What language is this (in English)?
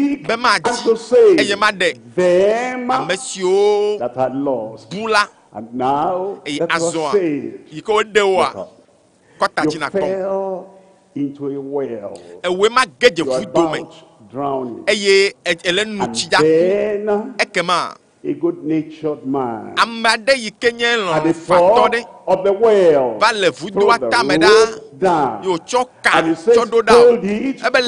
Ewe